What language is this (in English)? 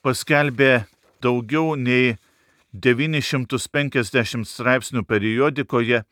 Lithuanian